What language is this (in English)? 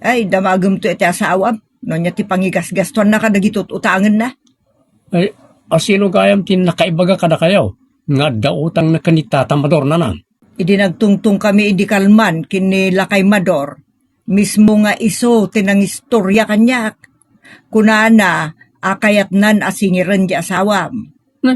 Iloko